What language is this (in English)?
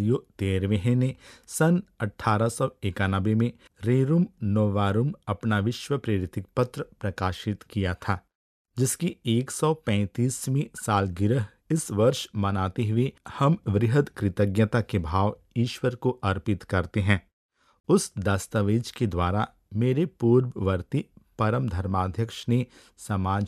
Hindi